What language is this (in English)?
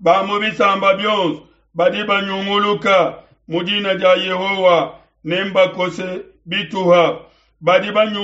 Luba-Lulua